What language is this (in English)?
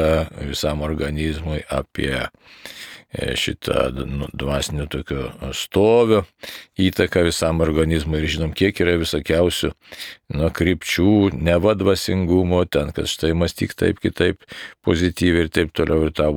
Lithuanian